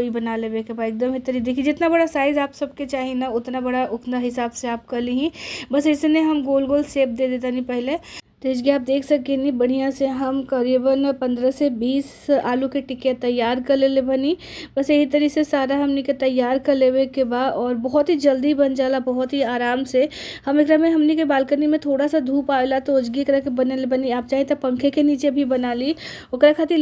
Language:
Bhojpuri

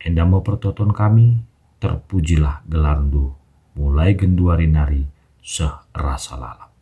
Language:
Batak Karo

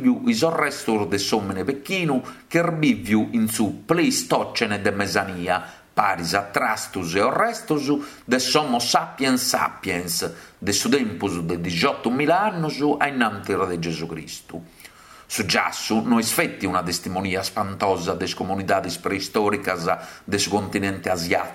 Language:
Sardinian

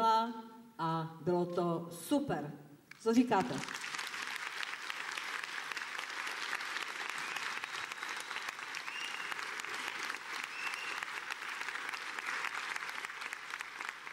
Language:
Czech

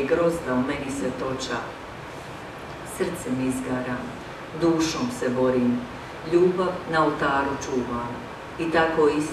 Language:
Croatian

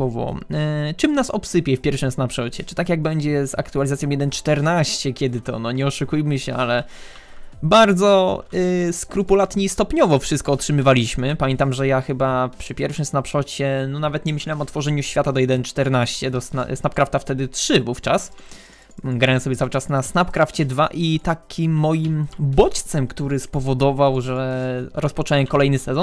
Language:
Polish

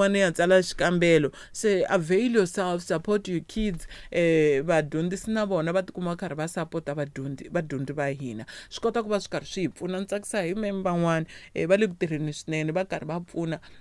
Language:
Tsonga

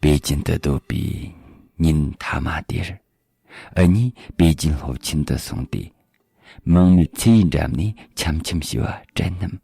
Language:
Tibetan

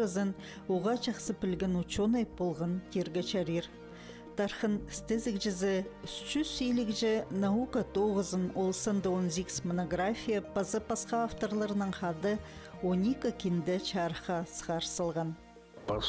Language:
Khakas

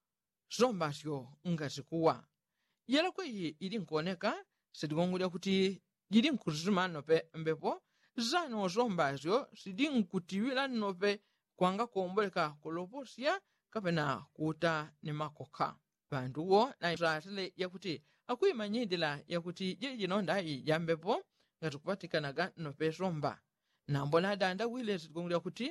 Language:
Yao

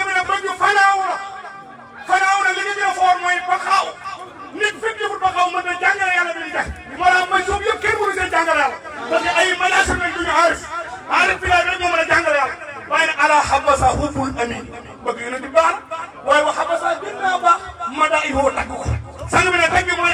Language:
Wolof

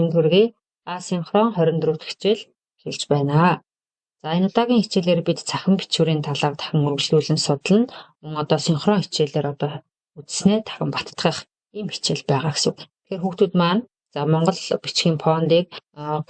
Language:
Mongolian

